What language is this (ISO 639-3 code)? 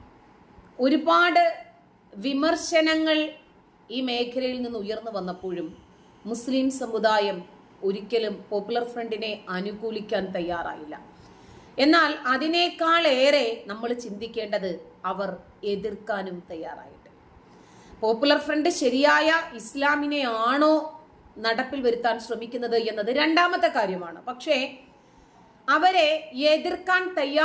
mal